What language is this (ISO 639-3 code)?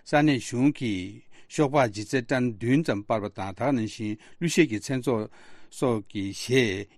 bod